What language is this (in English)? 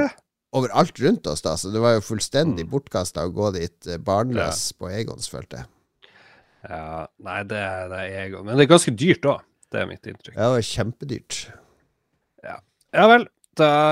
Norwegian